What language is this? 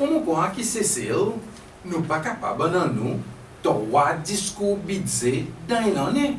Seselwa Creole French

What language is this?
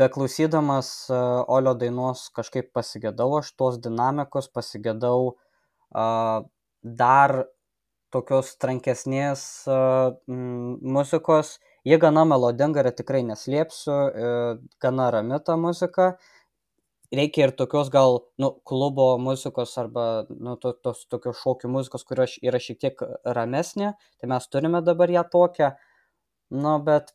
Lithuanian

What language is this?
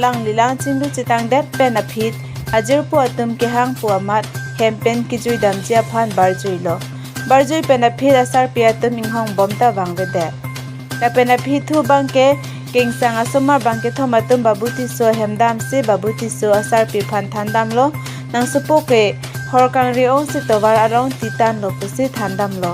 Karbi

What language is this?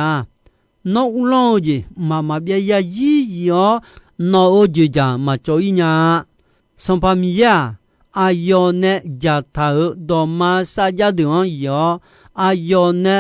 Akha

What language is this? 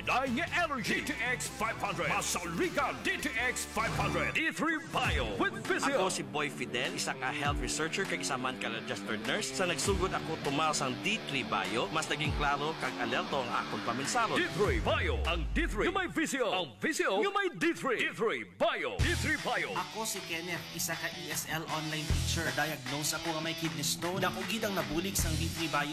Hiligaynon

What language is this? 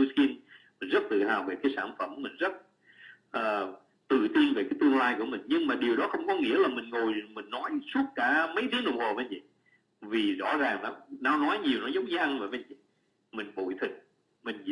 Vietnamese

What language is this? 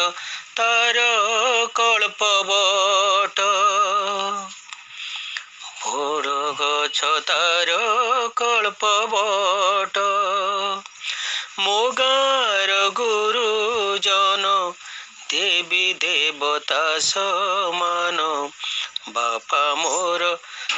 Odia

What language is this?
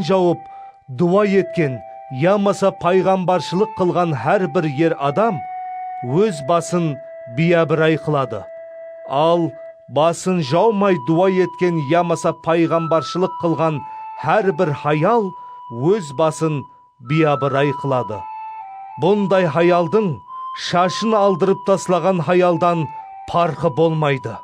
Kara-Kalpak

